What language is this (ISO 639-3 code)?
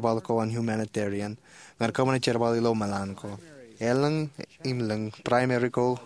mah